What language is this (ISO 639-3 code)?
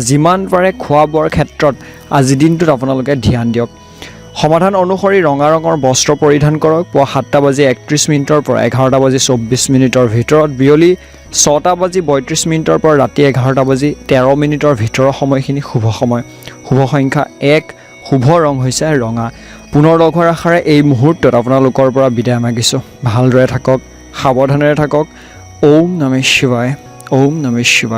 asm